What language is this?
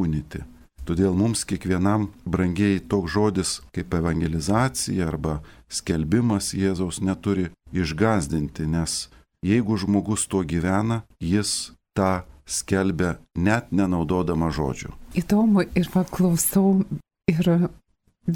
Lithuanian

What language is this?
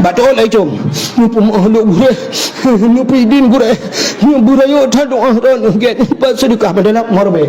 Achinese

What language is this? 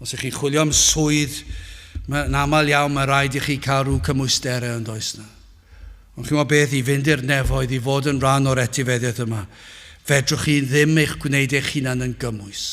Welsh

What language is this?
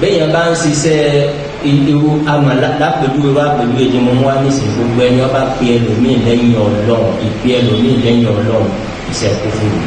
Yoruba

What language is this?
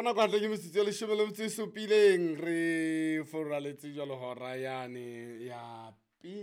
Southern Sotho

